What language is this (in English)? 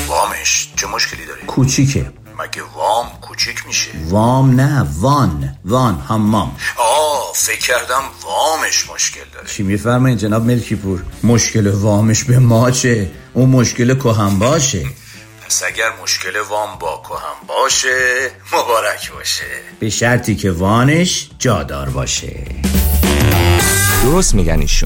Persian